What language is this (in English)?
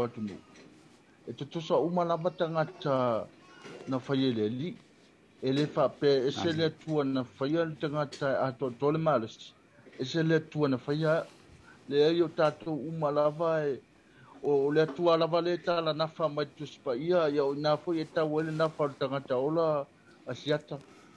Samoan